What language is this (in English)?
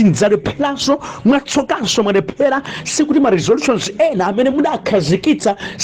Nyanja